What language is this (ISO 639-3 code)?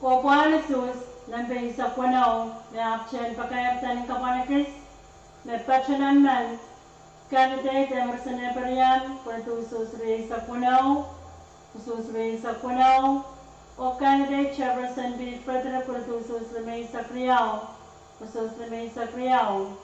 pon